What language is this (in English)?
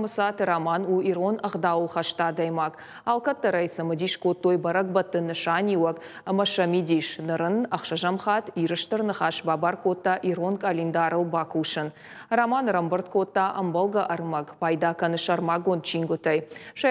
Ossetic